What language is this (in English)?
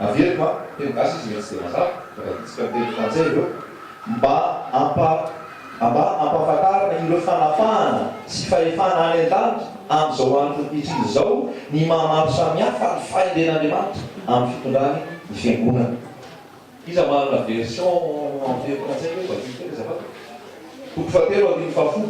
Malagasy